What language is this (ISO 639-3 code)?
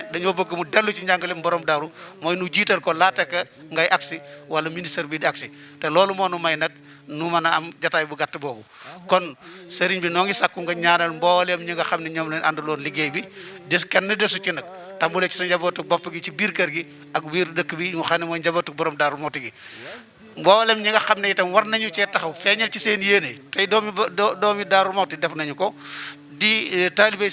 wol